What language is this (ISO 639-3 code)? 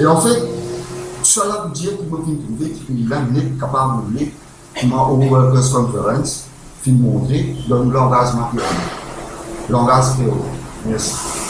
mfe